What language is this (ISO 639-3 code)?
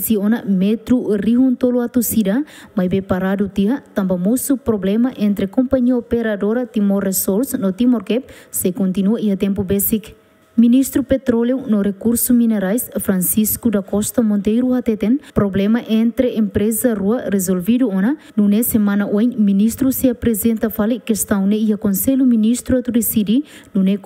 tet